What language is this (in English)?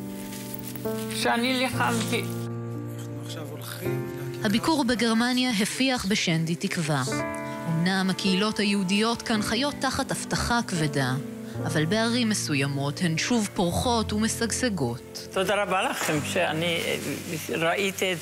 Hebrew